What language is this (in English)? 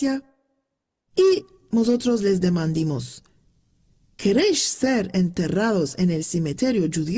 Ladino